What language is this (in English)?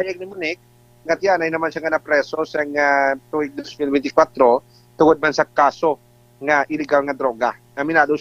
Hiligaynon